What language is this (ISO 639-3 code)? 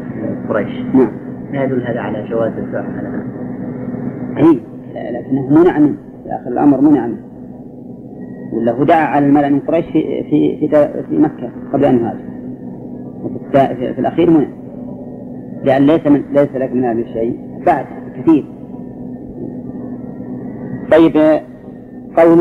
ara